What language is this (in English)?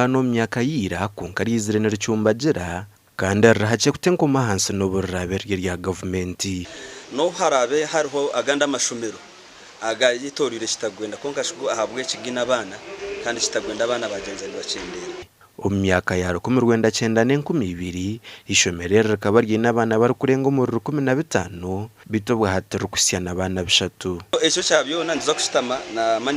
Nyankole